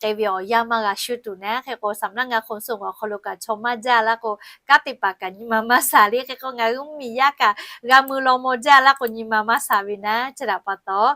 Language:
Lahu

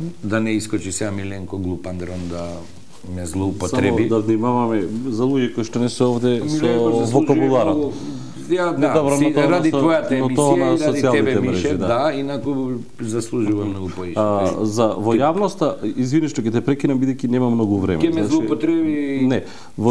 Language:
Macedonian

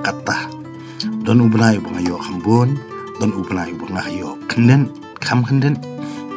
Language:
Khasi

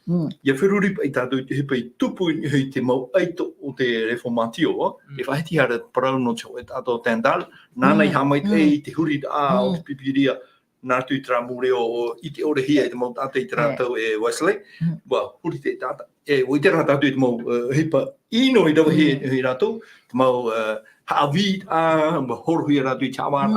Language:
Tahitian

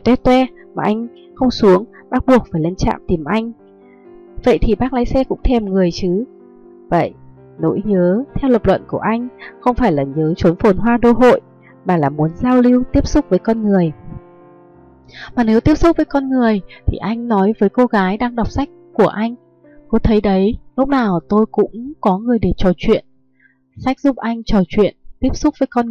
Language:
Vietnamese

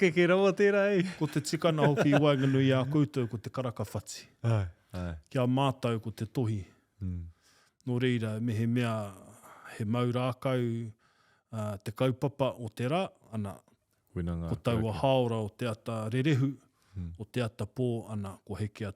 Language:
Māori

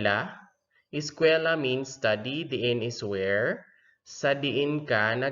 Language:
Hiligaynon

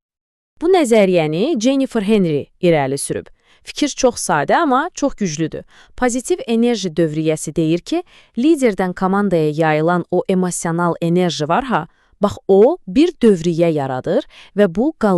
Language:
Azerbaijani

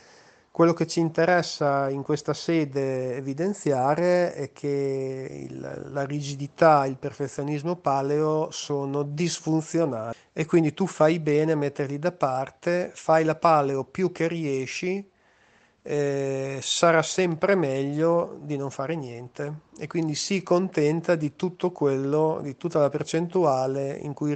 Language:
Italian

